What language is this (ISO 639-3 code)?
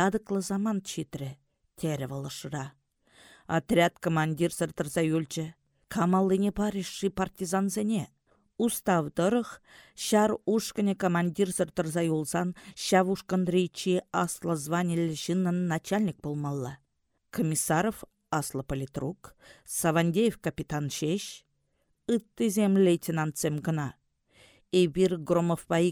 chv